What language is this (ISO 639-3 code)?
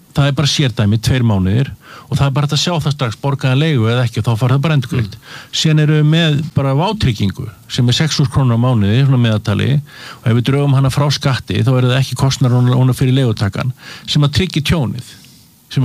isl